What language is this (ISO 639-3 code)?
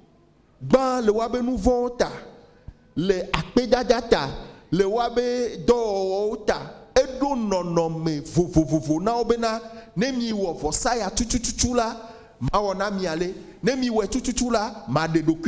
ewe